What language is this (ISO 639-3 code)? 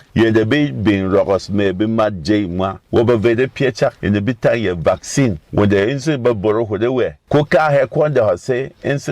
bom